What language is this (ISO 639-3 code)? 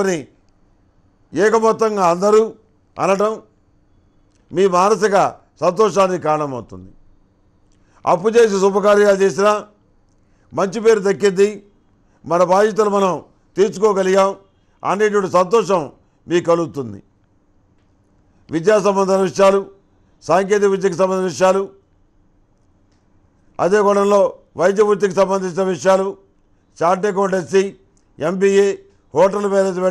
tel